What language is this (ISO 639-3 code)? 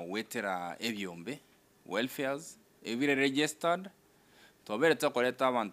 guz